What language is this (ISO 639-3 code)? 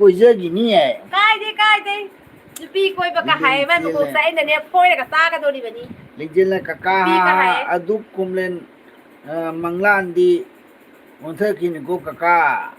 mni